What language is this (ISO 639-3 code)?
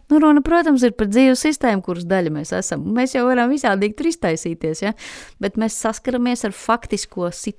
lav